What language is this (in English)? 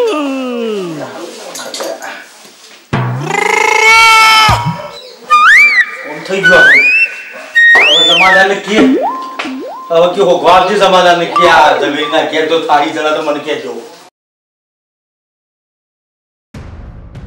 Gujarati